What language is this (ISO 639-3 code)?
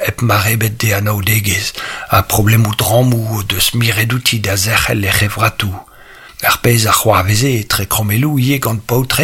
bre